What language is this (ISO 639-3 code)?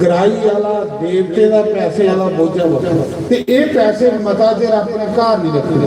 doi